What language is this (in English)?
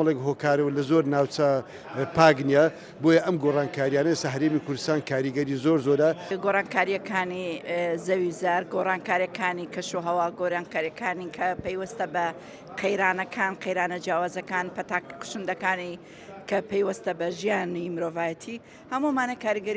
Central Kurdish